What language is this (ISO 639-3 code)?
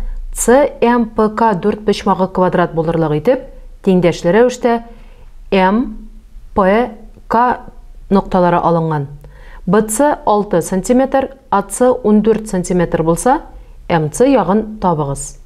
tat